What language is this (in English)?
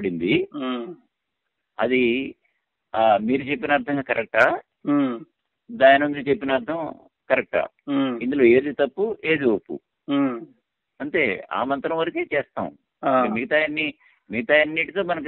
Telugu